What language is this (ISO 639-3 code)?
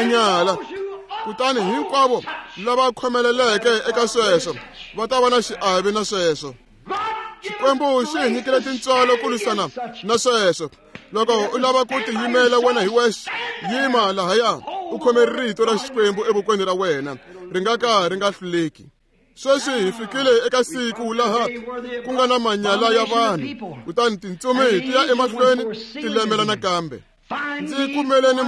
tso